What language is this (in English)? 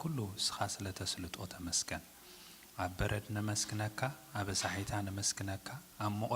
Tigrinya